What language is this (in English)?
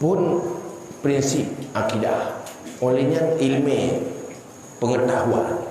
Achinese